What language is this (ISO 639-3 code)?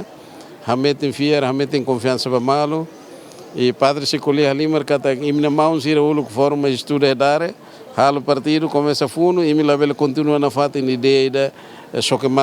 tet